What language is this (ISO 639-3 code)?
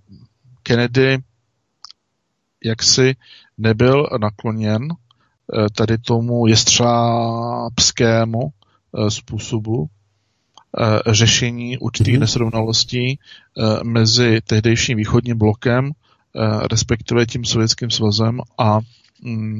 ces